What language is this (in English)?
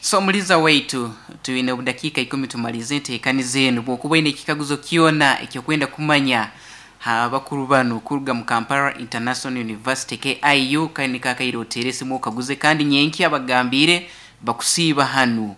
Nyankole